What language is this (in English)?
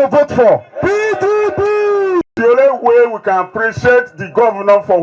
Nigerian Pidgin